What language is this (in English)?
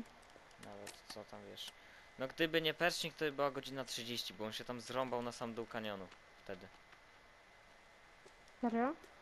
Polish